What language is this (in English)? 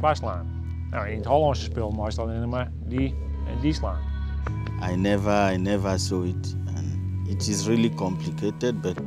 Western Frisian